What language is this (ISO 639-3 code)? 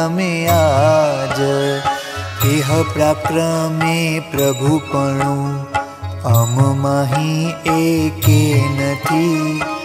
guj